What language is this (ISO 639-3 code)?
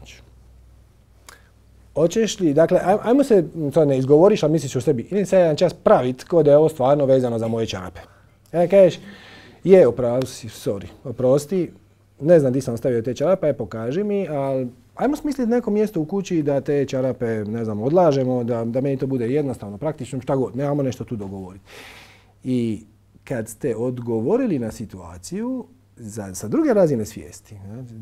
hrv